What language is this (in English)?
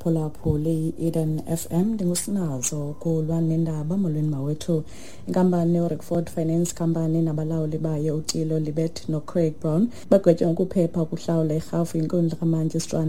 Xhosa